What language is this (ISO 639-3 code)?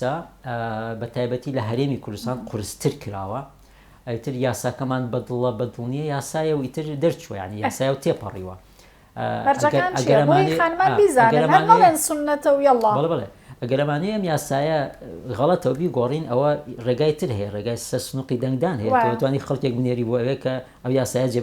ckb